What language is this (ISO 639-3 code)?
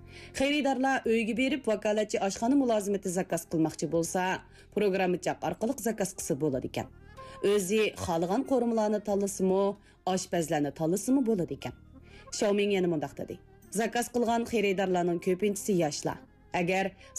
uig